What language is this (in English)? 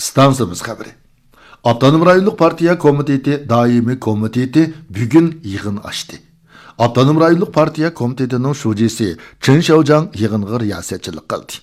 Uyghur